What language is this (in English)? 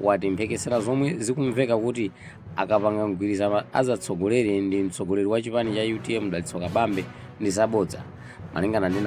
Nyanja